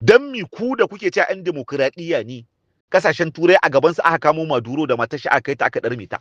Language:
Hausa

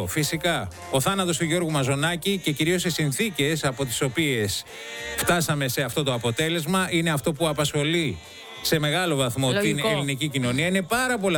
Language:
Greek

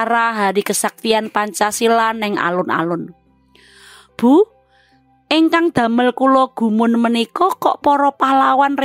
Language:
Javanese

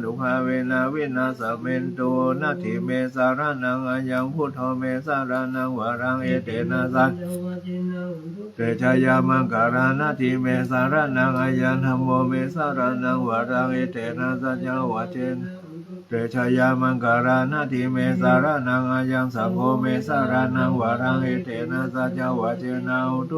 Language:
Pali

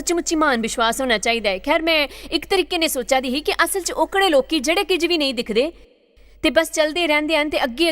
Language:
Dogri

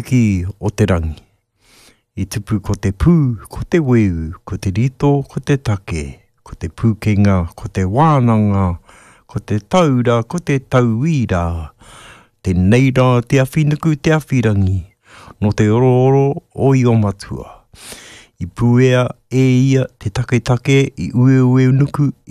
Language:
Māori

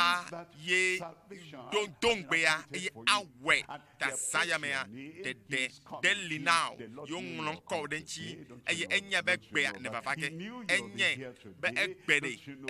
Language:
Ewe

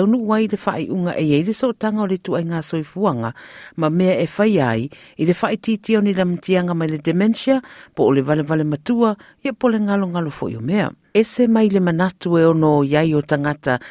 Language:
Samoan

